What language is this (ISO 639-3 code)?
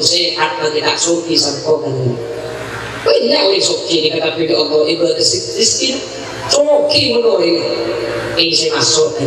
mad